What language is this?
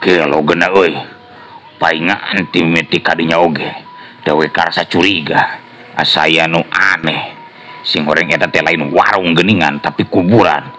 Sundanese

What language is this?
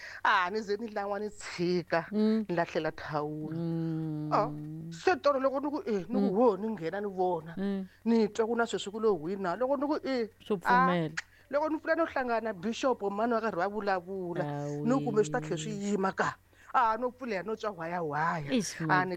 Tsonga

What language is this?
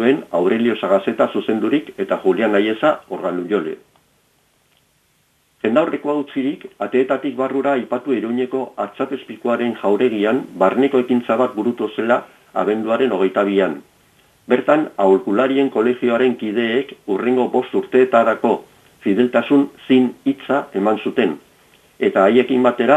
Basque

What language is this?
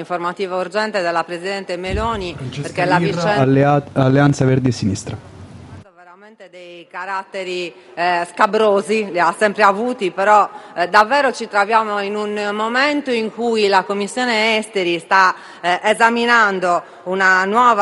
Italian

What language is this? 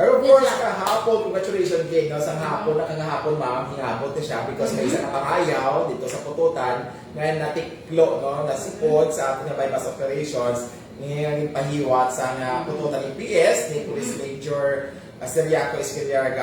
Hiligaynon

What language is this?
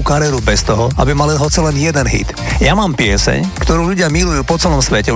Slovak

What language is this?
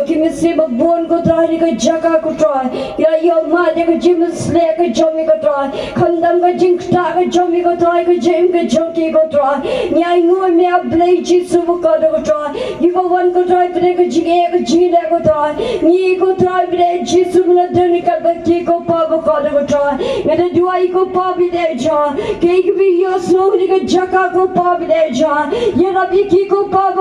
Khasi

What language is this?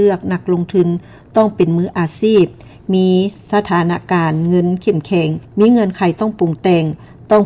Lao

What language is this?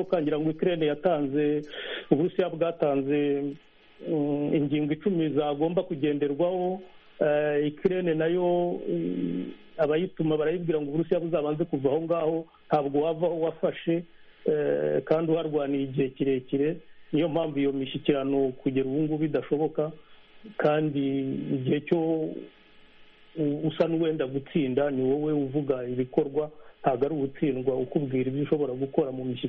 Kinyarwanda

